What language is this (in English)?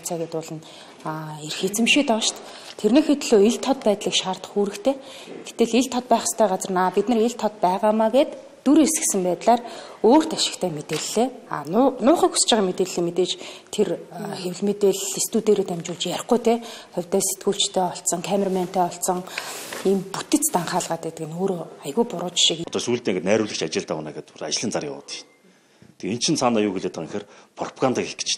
Mongolian